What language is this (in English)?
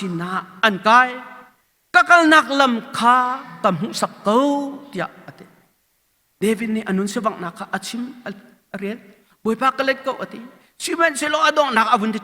Hakha Chin